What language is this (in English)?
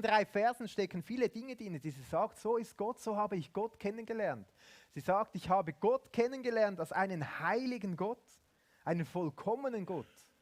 Swiss German